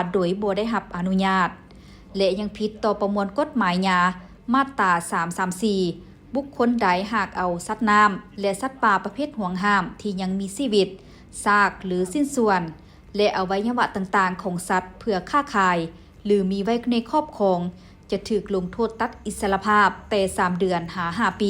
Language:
Lao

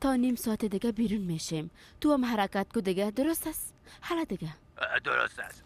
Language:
Persian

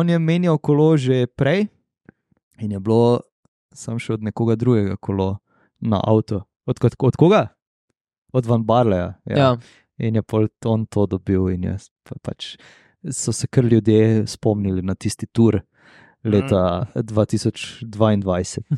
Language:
Slovenian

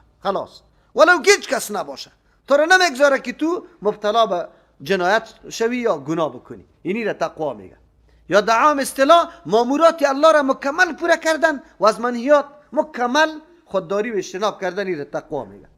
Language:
Persian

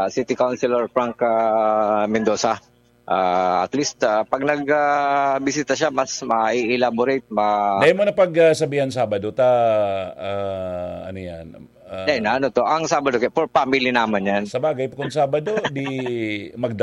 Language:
Bikol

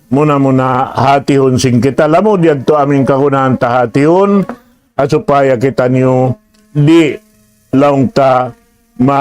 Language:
Tausug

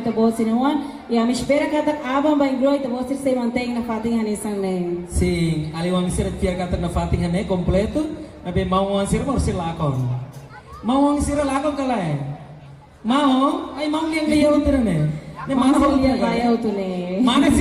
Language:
Tetum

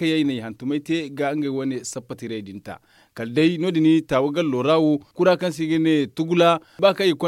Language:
Zarma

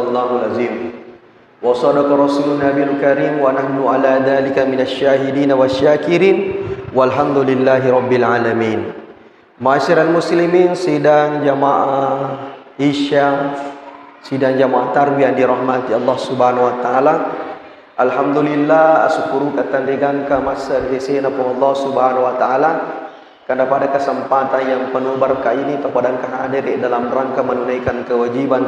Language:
Buginese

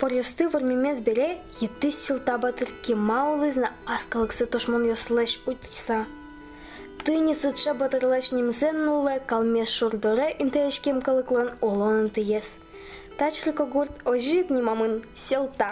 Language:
Udmurt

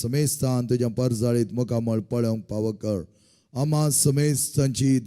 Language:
Konkani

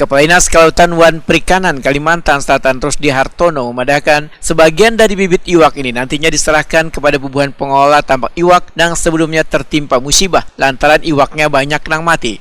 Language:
Banjar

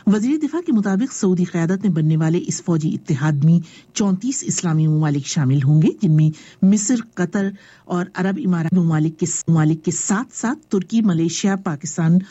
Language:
Urdu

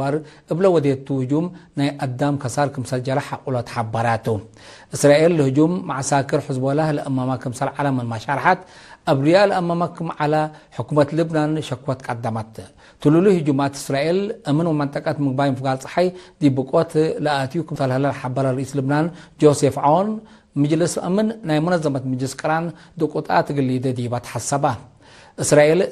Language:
Tigre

